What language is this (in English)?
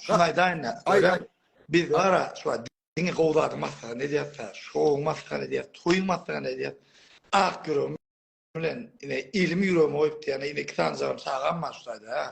Turkmen